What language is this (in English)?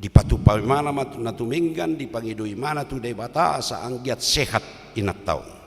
Batak Toba